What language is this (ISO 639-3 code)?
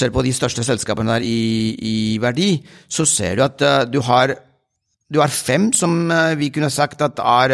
nor